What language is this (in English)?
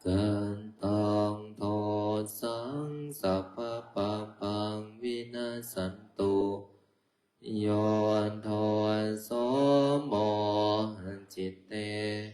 Pali